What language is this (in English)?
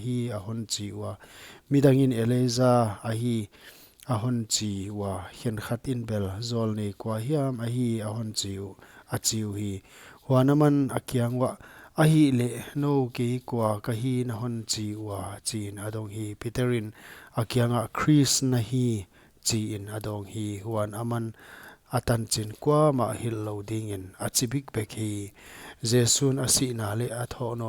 Paite Chin